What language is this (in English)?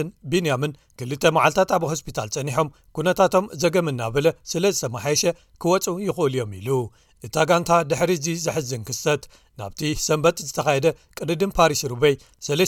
Tigrinya